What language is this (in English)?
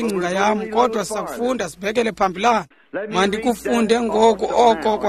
Xhosa